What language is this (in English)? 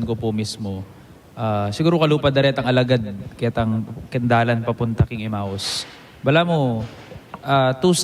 Pampanga